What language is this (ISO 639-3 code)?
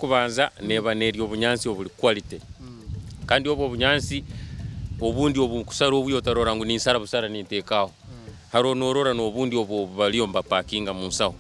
nyn